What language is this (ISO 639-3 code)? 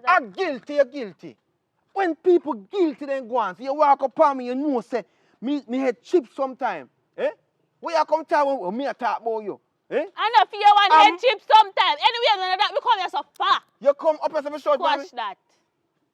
jam